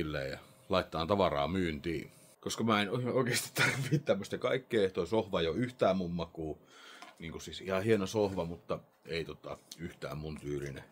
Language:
Finnish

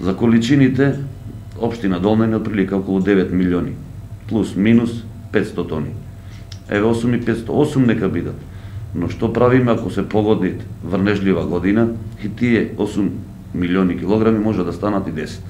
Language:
Macedonian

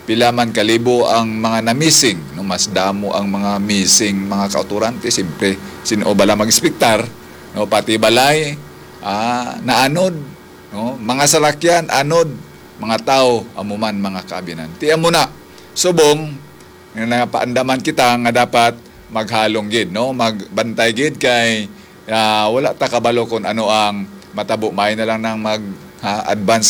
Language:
Hiligaynon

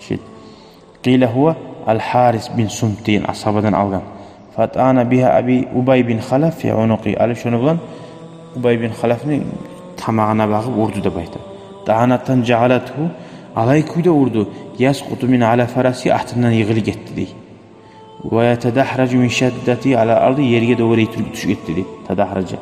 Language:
Kumyk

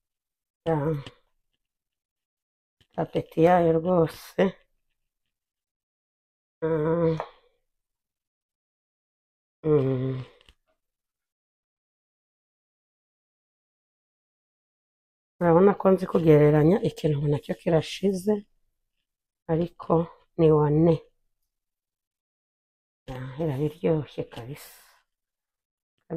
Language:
Kinyarwanda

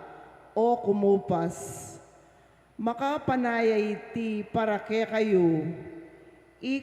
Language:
Pampanga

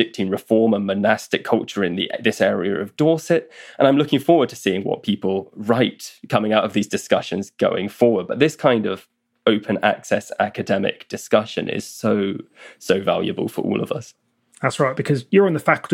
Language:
English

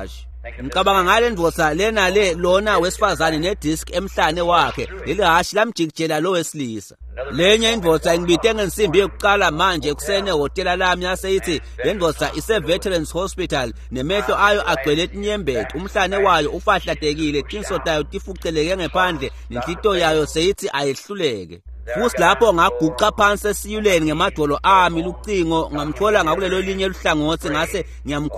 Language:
Swati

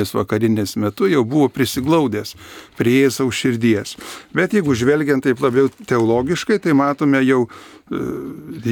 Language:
Lithuanian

